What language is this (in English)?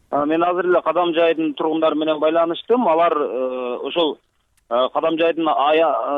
Kyrgyz